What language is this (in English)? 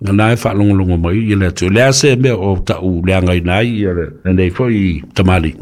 Samoan